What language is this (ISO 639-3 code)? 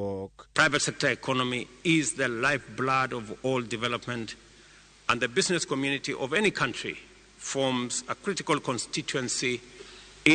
luo